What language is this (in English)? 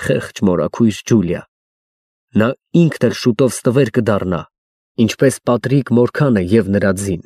Armenian